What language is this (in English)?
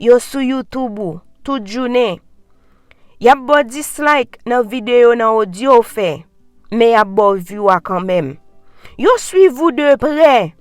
Haitian Creole